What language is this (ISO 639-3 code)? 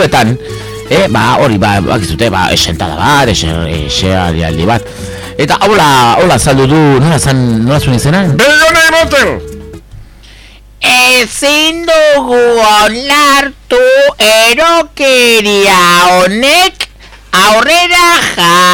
eus